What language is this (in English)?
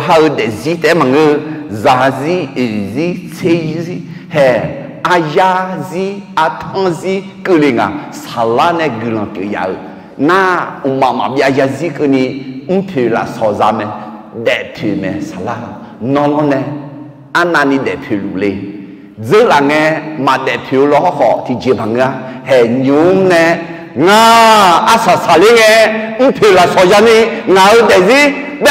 Akha